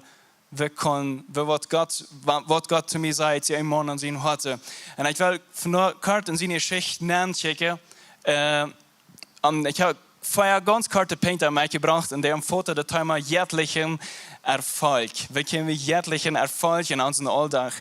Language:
Plautdietsch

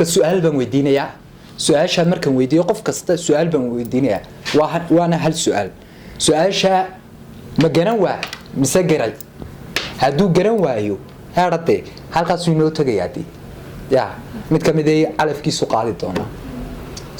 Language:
Somali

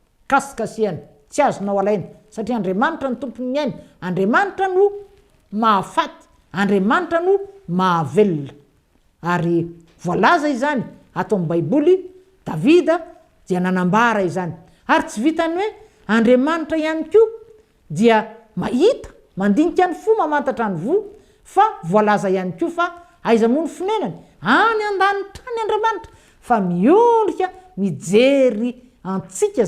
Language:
Malagasy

